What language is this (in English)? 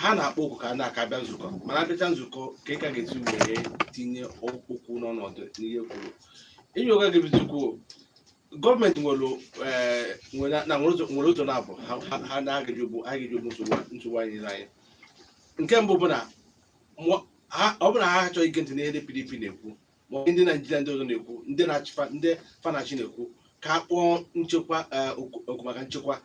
Igbo